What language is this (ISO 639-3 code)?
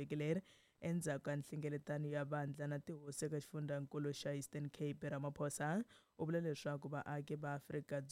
tso